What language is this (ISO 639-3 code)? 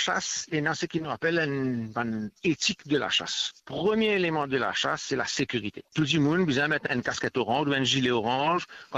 mfe